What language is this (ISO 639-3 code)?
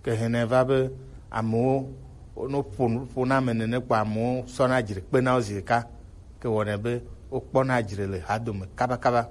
gej